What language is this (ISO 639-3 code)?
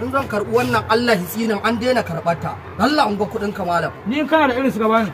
hau